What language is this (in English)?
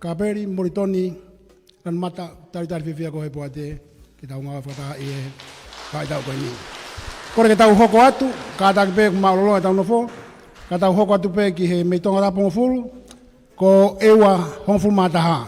Tongan